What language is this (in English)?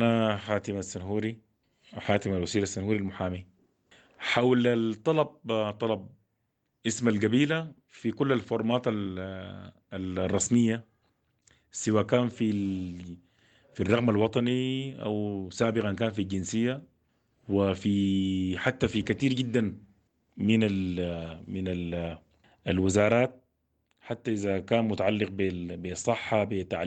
Sudanese Arabic